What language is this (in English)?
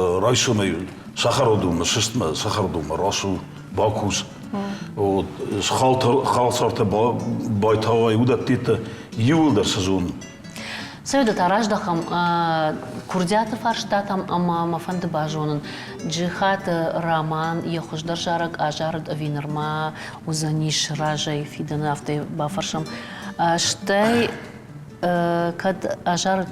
Ossetic